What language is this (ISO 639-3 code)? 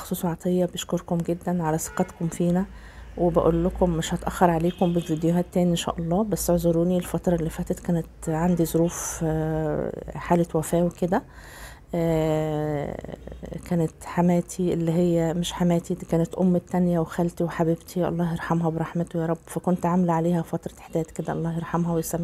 arz